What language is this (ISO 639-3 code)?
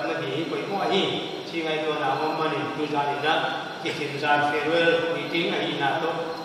pck